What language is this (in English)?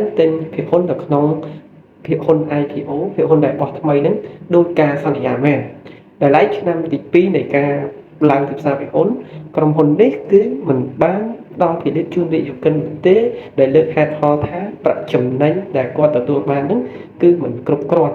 Khmer